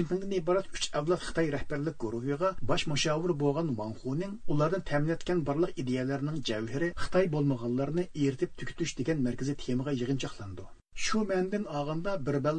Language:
Uyghur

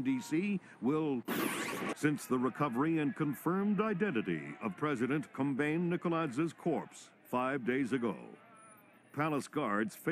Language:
English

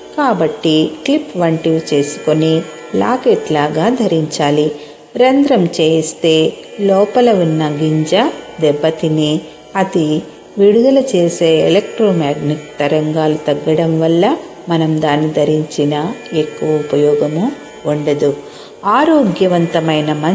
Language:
Telugu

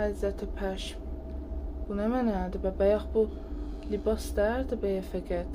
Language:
South Azerbaijani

